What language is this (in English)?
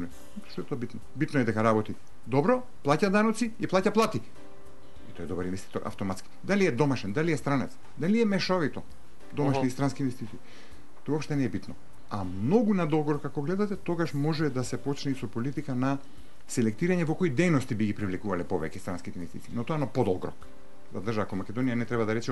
Macedonian